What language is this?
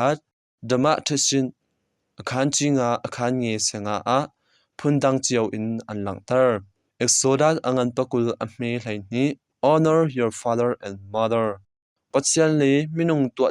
Hakha Chin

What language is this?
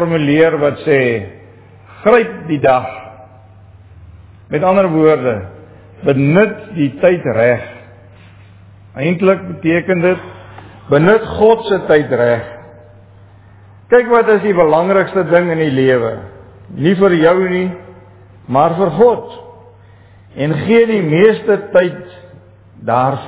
Afrikaans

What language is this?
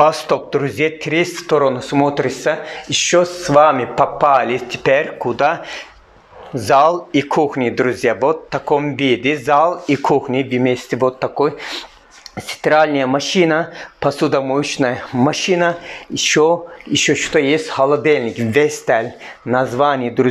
Russian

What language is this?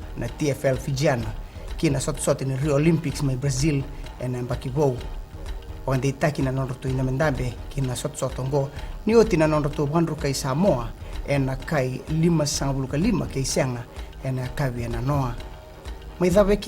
Fijian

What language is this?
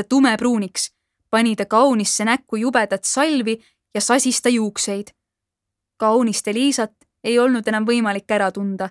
Estonian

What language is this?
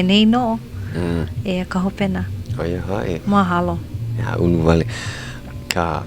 Hawaiian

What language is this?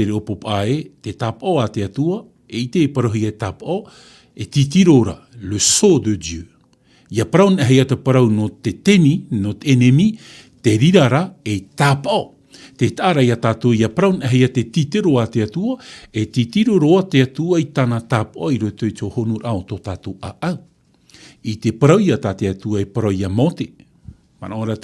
Tahitian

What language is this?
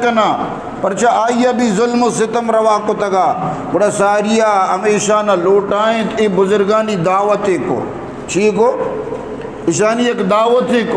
Eastern Balochi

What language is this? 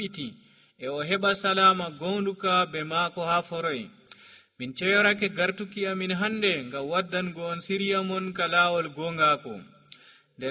Nigerian Fulfulde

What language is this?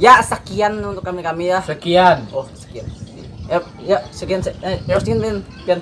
Banjar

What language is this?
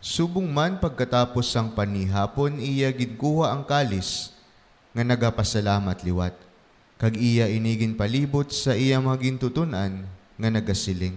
Hiligaynon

